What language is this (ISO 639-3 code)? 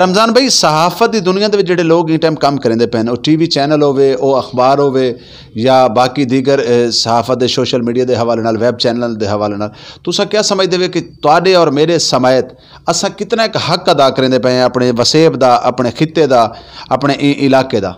skr